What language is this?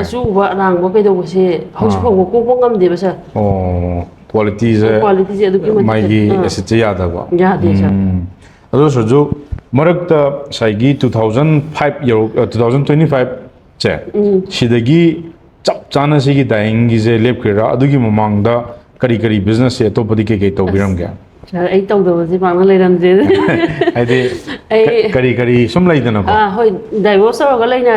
Manipuri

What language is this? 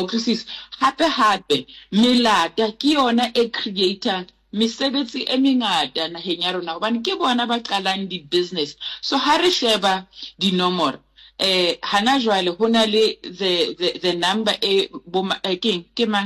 Southern Sotho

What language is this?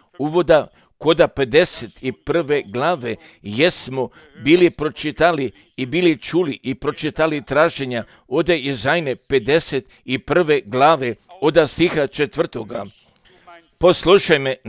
Croatian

